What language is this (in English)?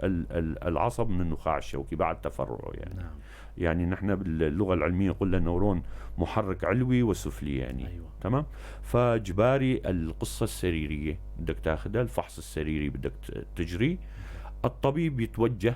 North Levantine Arabic